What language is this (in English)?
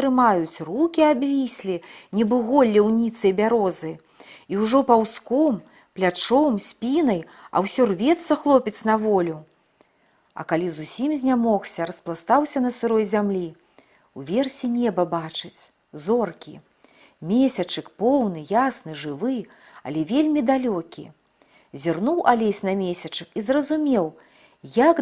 Belarusian